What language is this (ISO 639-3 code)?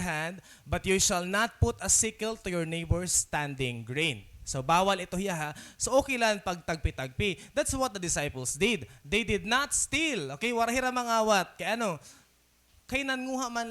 war